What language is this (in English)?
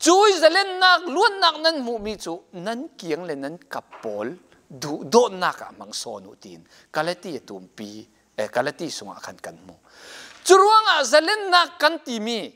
Falam Chin